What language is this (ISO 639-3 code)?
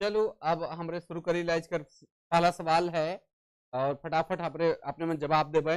sck